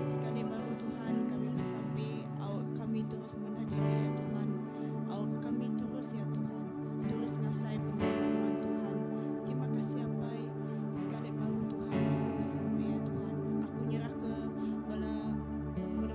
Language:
Iban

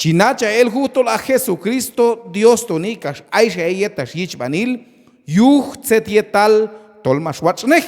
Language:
Q'anjob'al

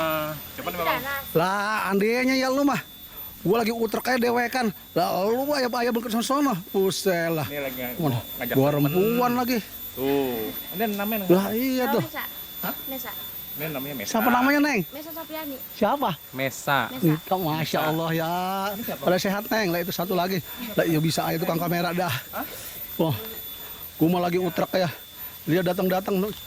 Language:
Betawi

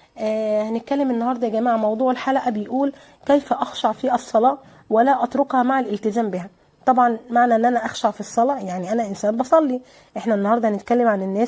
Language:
Egyptian Arabic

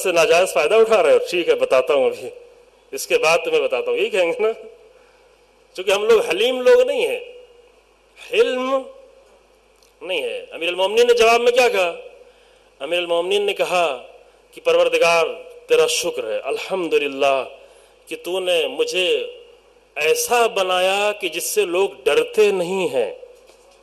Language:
Urdu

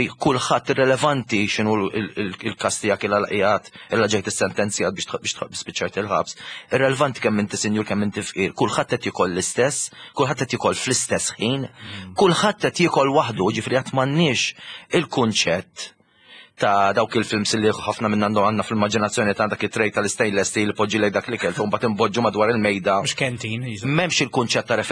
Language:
Maltese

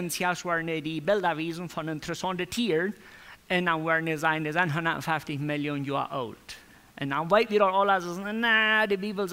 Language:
Plautdietsch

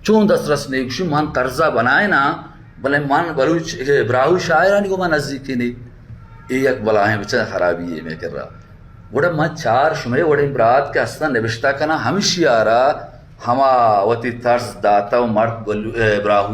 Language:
Baluchi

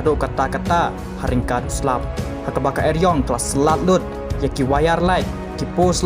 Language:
Khasi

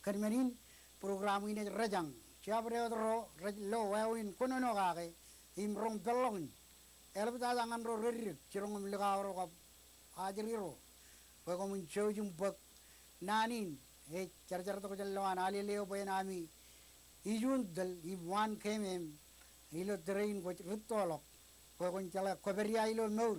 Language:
Marshallese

